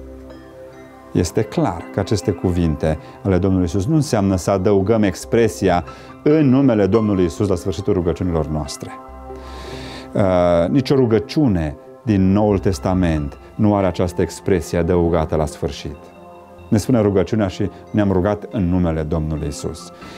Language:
Romanian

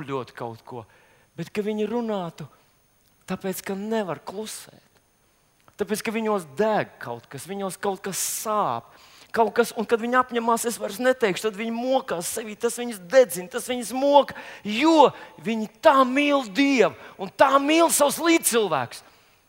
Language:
Latvian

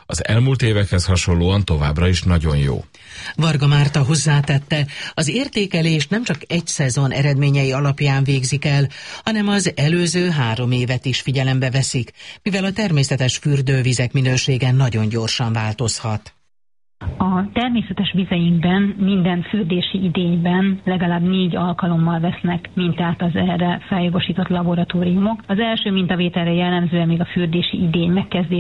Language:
Hungarian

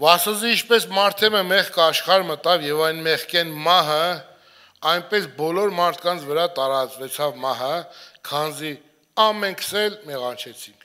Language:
Armenian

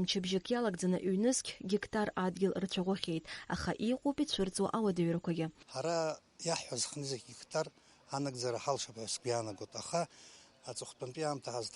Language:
Abkhazian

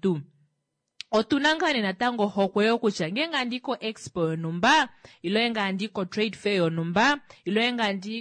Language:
Kuanyama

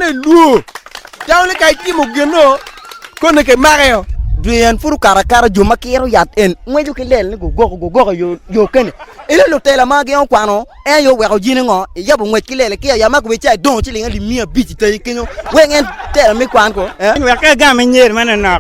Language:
Acoli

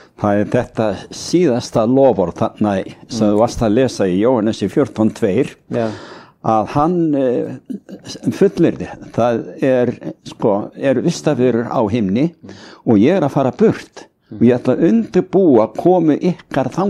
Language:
Icelandic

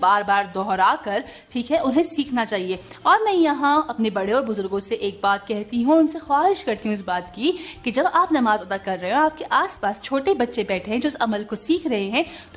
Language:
Urdu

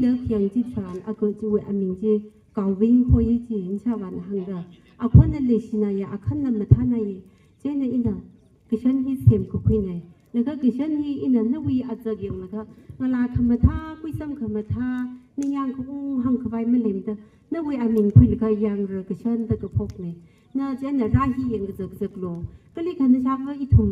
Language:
Tangkhul Naga (India)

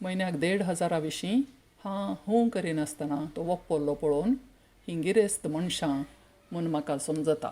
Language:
Konkani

